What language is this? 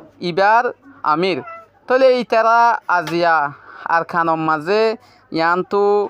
Rohingya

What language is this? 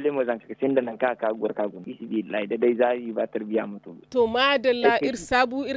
Zarma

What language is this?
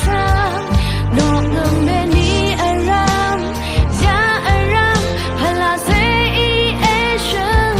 Rawang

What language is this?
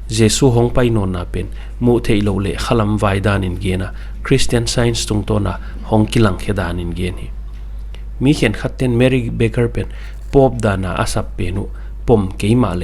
Paite Chin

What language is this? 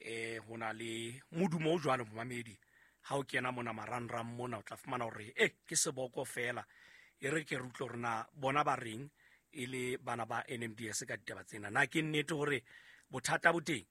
Southern Sotho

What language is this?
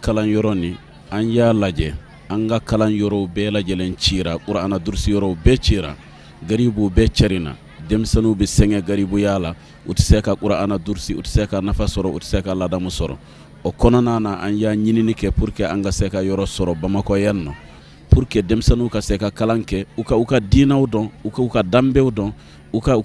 Bambara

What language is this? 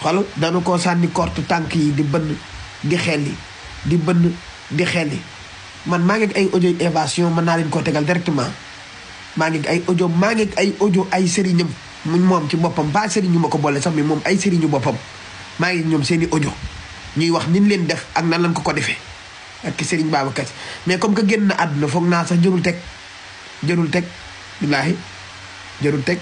Wolof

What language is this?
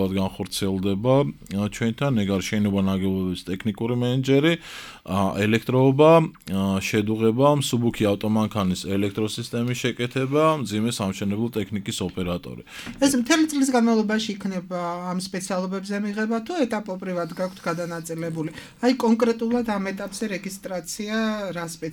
Georgian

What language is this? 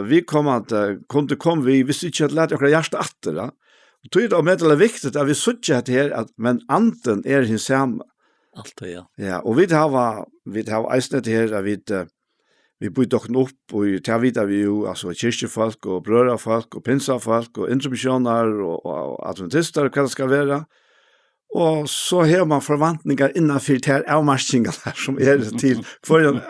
Faroese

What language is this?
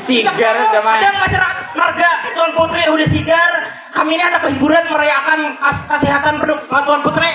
Banjar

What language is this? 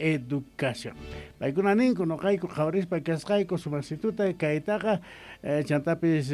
South Bolivian Quechua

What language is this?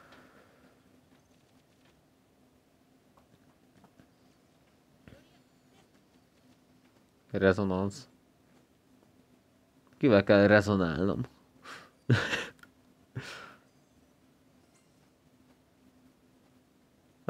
Hungarian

